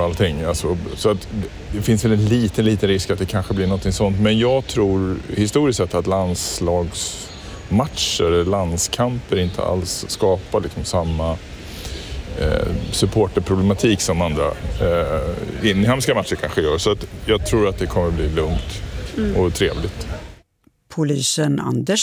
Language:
Swedish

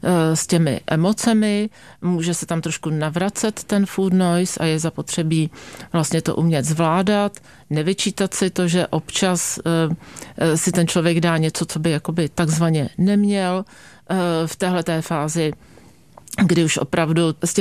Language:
Czech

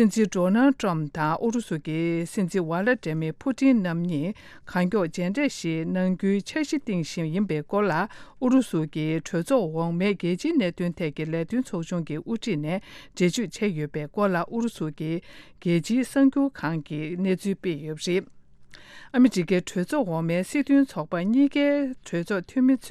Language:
Tibetan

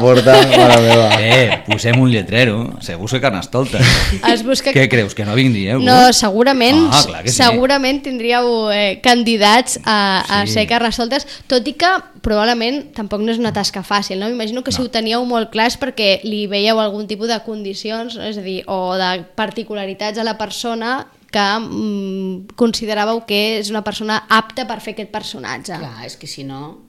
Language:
Catalan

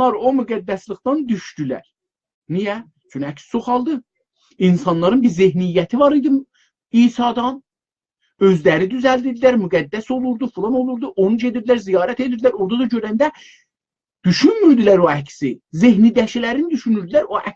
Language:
South Azerbaijani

